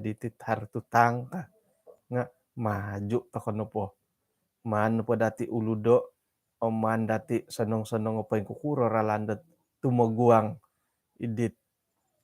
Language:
Central Dusun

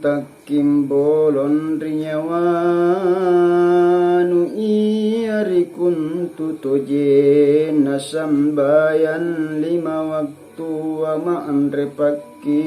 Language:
Makasar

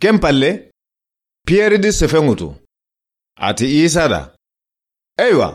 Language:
Soninke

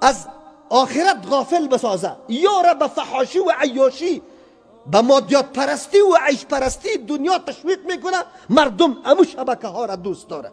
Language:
Persian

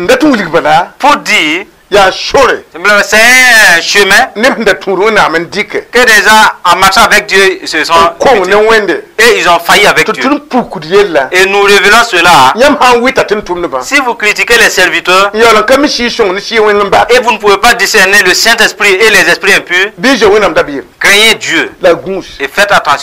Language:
Mossi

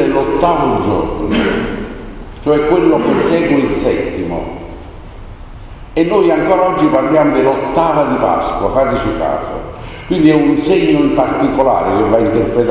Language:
Italian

